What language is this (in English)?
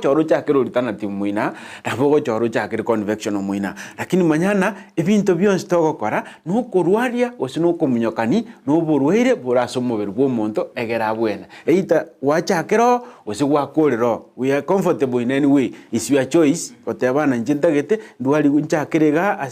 Gusii